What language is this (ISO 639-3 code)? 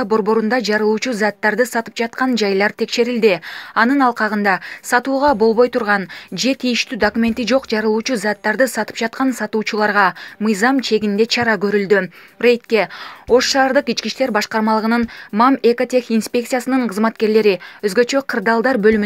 kir